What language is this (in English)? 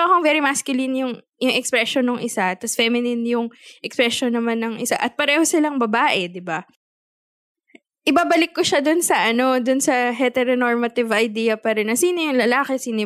Filipino